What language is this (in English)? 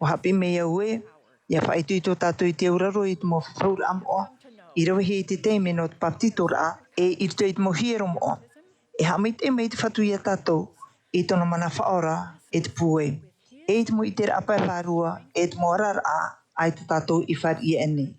Tahitian